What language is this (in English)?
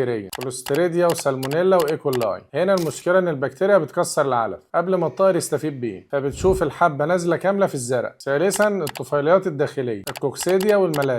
Egyptian Arabic